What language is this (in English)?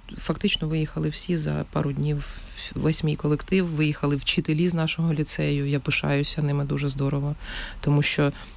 Ukrainian